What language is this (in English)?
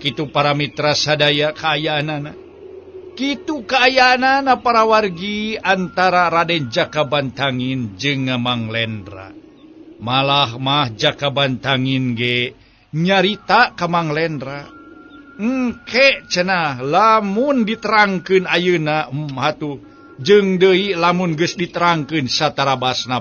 Sundanese